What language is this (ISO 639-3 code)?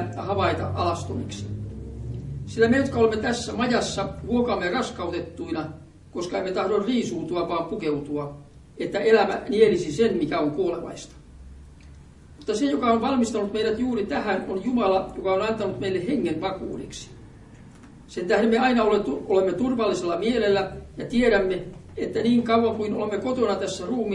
fin